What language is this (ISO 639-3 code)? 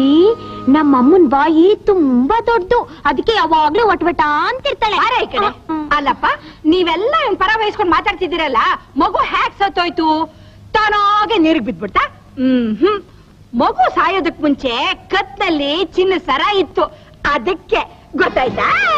kan